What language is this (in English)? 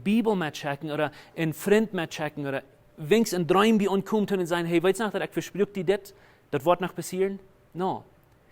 Plautdietsch